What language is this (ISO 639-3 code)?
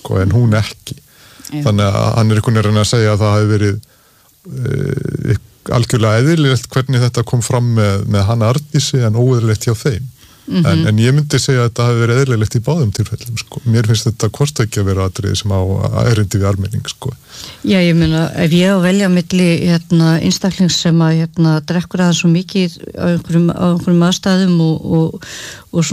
isl